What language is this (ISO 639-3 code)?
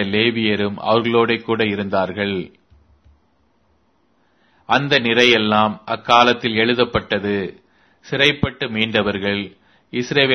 tam